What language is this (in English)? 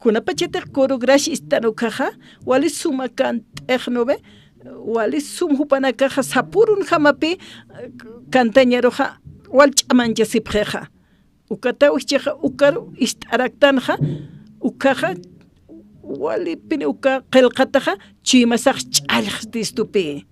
Aymara